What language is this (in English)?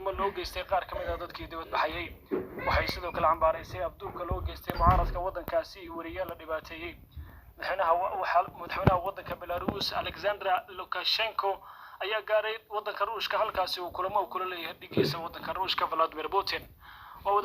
Somali